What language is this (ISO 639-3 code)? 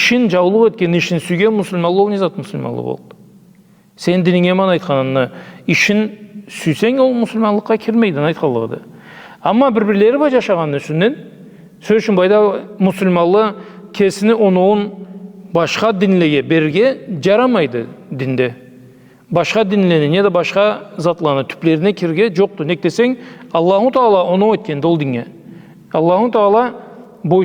krc